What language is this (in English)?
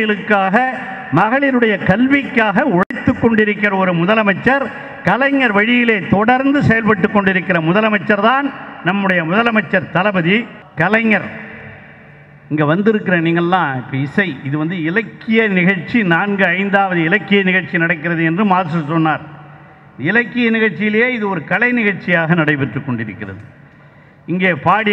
Tamil